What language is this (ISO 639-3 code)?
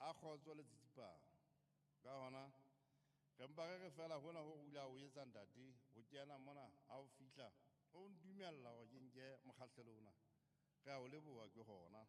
sot